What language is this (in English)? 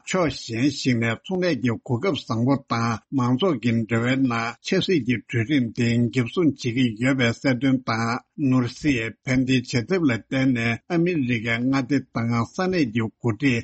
Tibetan